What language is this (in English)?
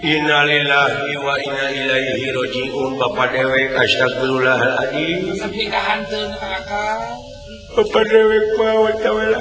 Sundanese